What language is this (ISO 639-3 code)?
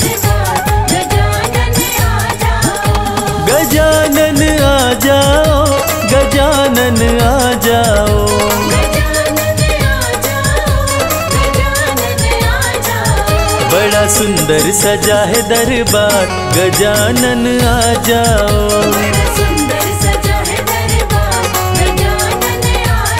hin